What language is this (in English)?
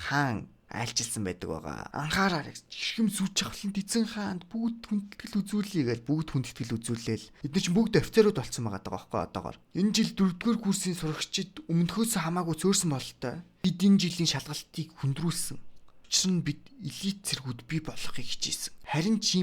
Mongolian